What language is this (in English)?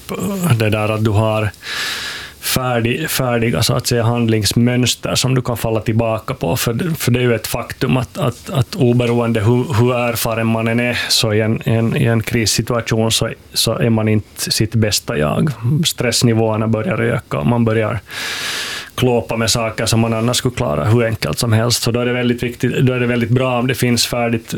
Swedish